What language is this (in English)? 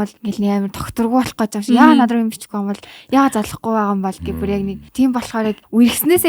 Mongolian